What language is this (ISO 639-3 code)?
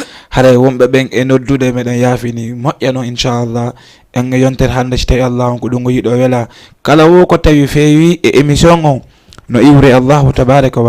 ful